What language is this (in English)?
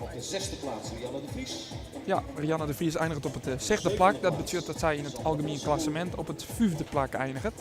Western Frisian